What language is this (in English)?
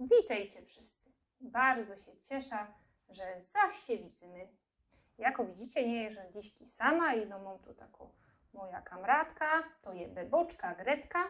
Silesian